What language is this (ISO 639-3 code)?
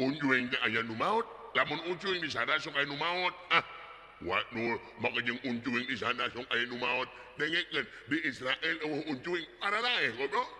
sun